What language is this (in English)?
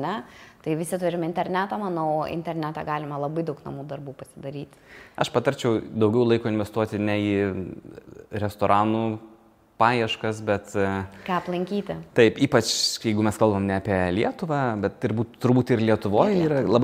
Lithuanian